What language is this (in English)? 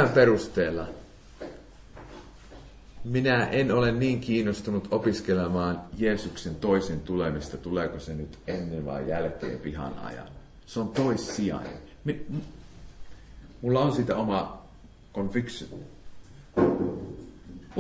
Finnish